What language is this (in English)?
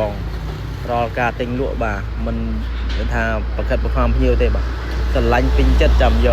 Khmer